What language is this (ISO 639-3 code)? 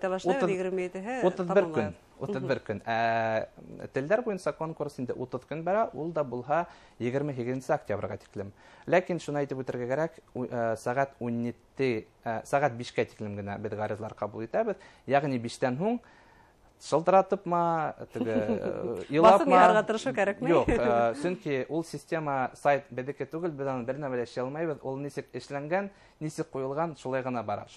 bak